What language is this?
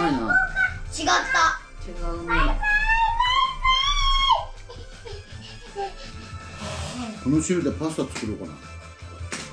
Japanese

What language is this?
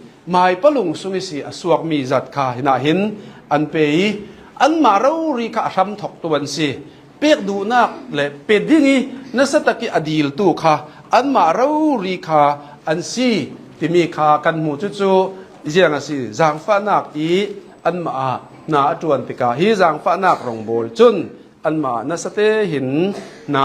Hakha Chin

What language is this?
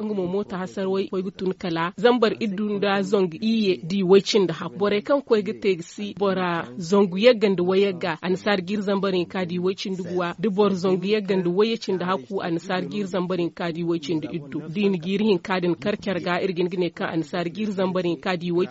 Zarma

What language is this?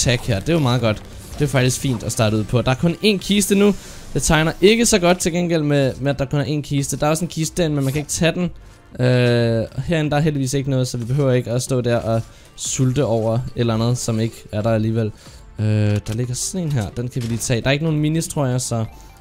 Danish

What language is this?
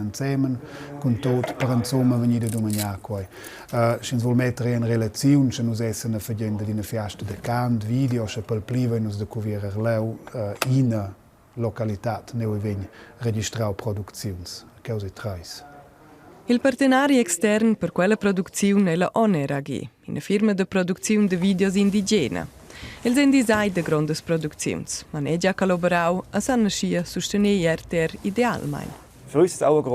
Romansh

